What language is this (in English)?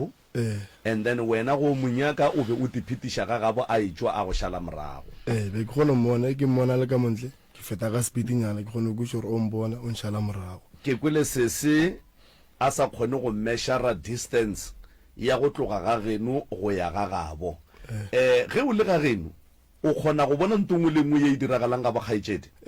Northern Sotho